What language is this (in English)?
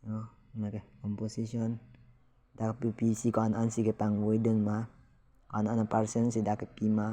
Karbi